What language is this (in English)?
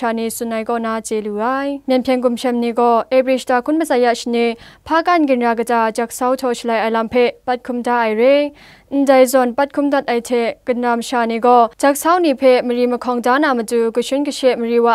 Kachin